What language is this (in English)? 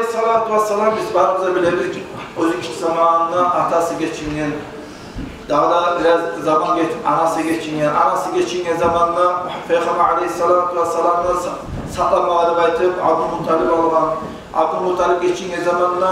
Kumyk